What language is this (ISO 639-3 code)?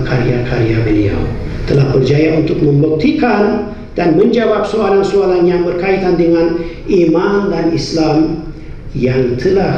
msa